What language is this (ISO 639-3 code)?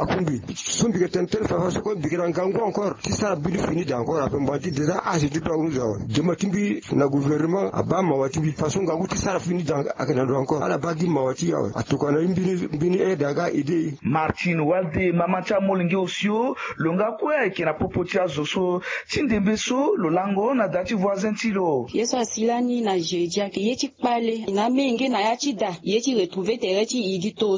sag